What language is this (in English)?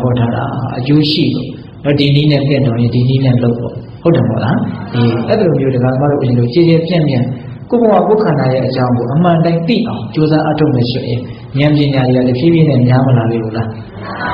Burmese